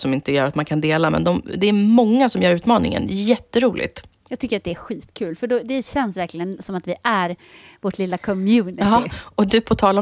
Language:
Swedish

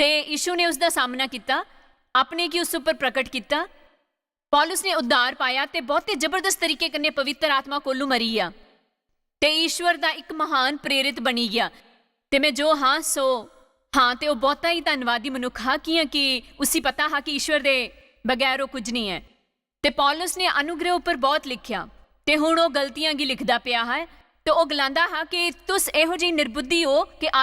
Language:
Dogri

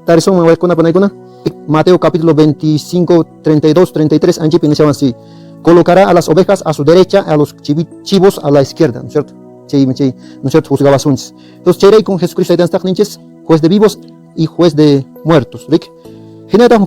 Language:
Quechua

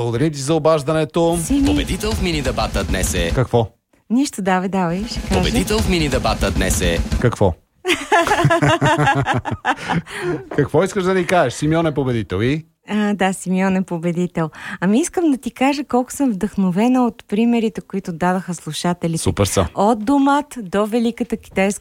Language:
Bulgarian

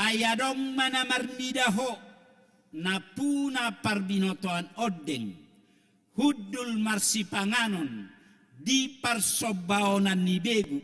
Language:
Batak Toba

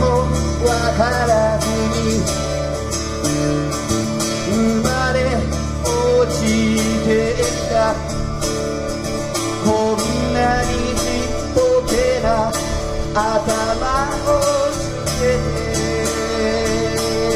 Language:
Japanese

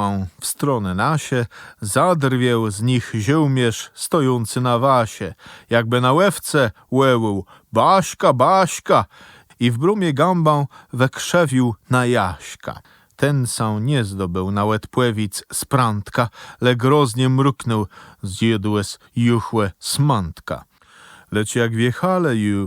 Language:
Kashubian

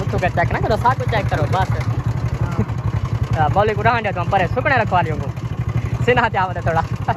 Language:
Saraiki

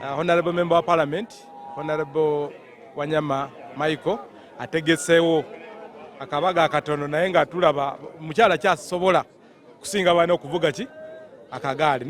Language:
Ganda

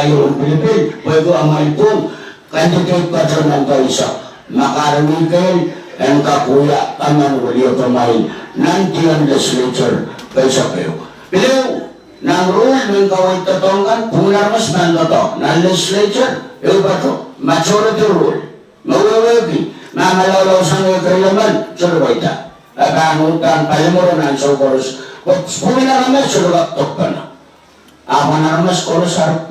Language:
Pohnpeian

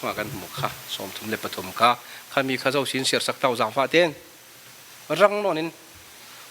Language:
Falam Chin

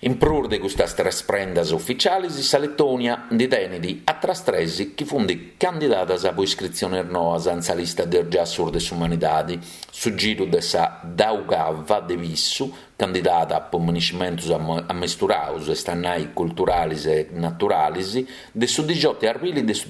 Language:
Sardinian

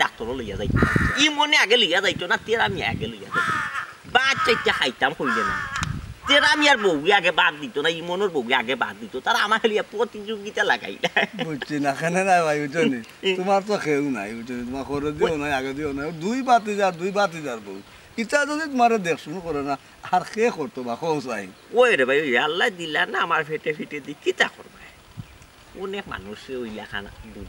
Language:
Sylheti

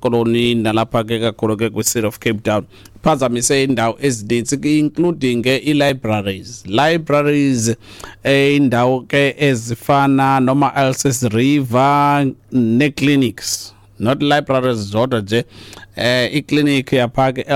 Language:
Xhosa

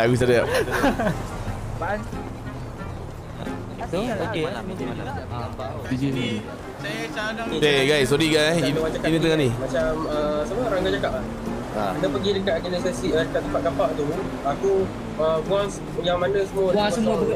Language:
Malay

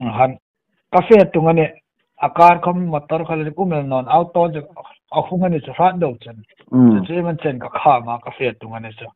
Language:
Hmar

